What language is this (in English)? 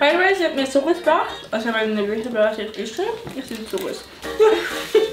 Swiss German